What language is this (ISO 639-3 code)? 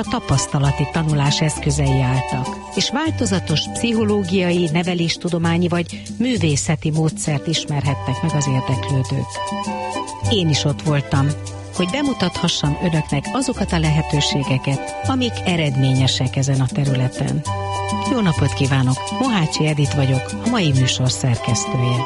hun